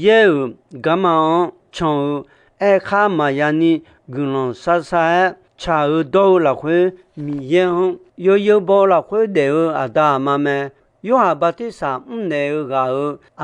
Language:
Akha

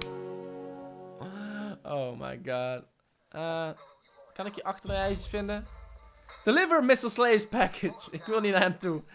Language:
Dutch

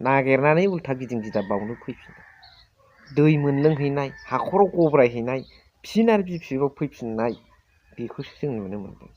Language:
Bodo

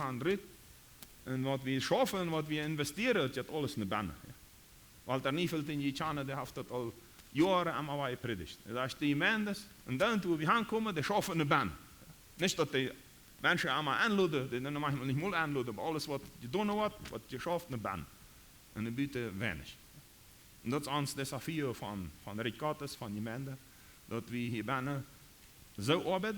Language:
Plautdietsch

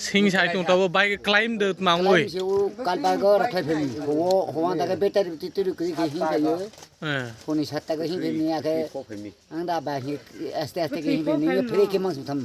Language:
Kok Borok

